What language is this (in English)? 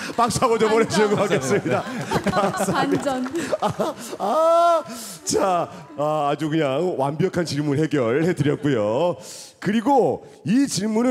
Korean